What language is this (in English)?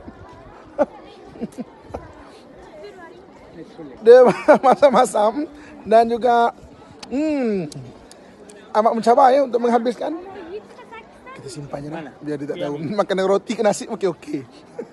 Malay